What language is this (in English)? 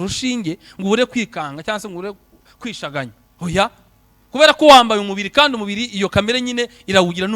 Kinyarwanda